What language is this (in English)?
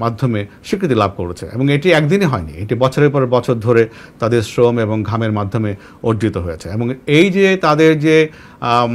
Bangla